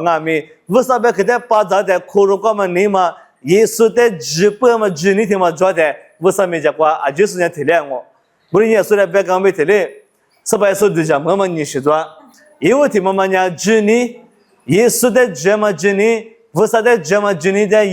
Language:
Lisu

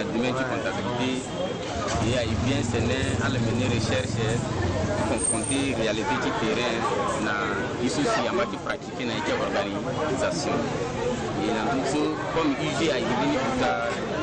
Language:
Sango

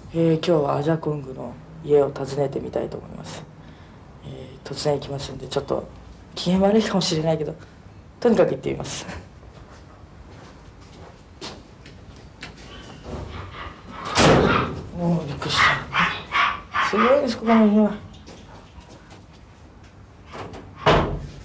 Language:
Japanese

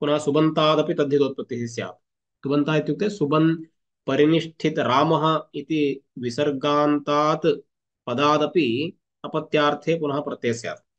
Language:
Sanskrit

